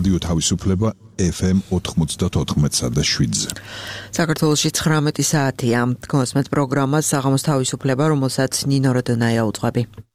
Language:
Georgian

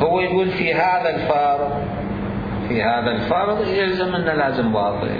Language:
Mesopotamian Arabic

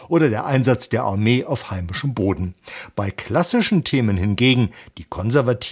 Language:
German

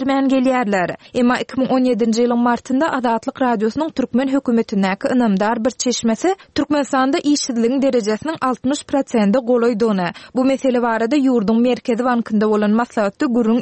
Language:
Turkmen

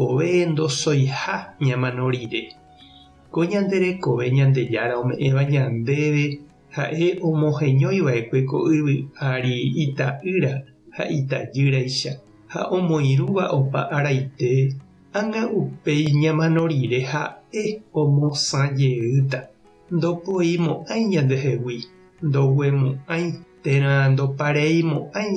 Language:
Guarani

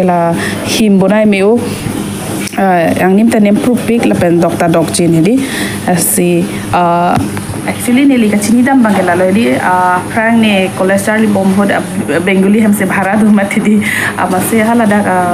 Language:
Karbi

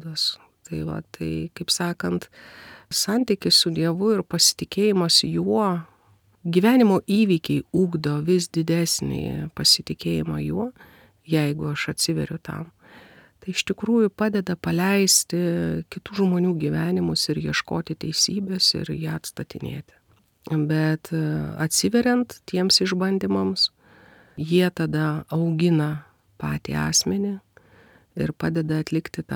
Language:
Lithuanian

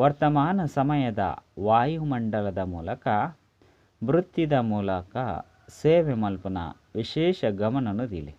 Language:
Tulu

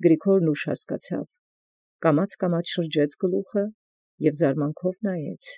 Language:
Armenian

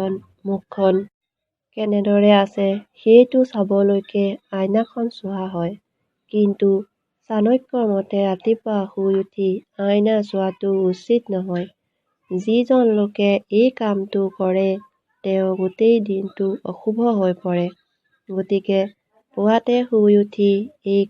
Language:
Assamese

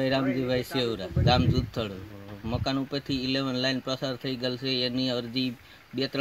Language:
Gujarati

